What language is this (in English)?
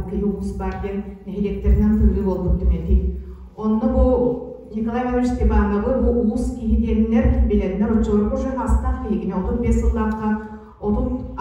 Yakut